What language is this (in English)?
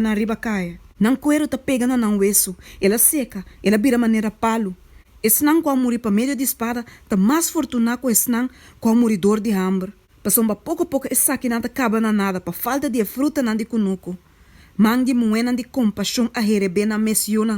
Papiamento